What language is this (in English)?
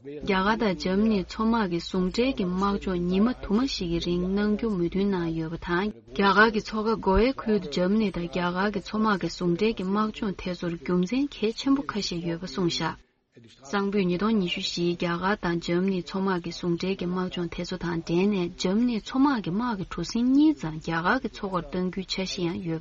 Tibetan